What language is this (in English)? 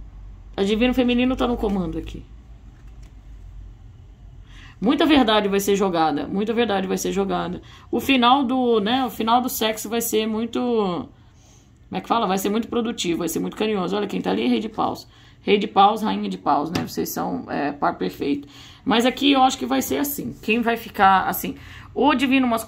Portuguese